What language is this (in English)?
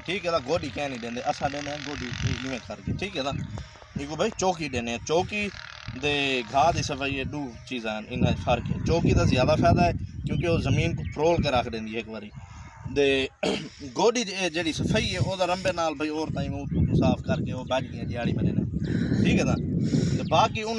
Saraiki